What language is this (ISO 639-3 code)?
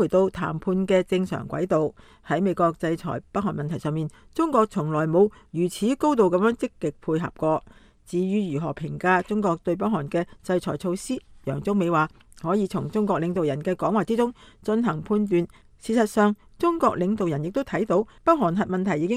yue